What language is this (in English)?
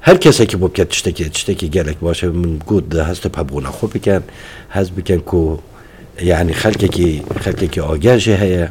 Kurdish